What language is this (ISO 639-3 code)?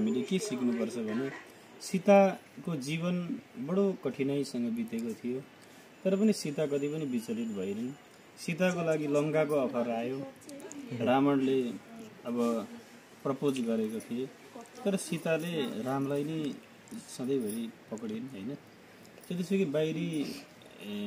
nep